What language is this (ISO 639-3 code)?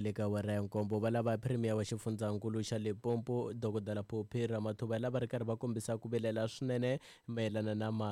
tso